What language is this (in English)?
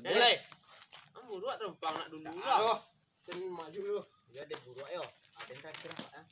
Minangkabau